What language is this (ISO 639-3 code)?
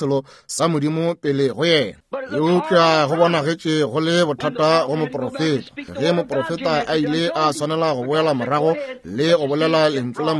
nso